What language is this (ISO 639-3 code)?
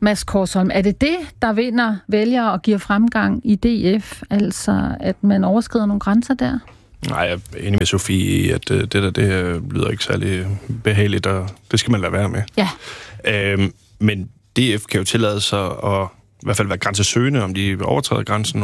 dan